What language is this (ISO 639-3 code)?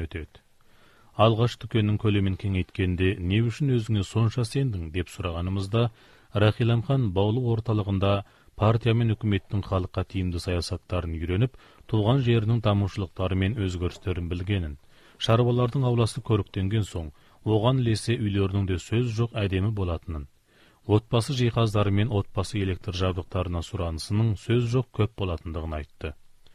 kaz